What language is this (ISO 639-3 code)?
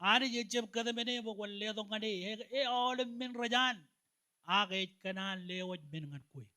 mah